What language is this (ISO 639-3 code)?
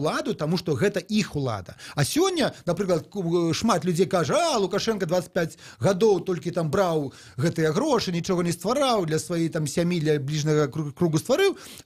bel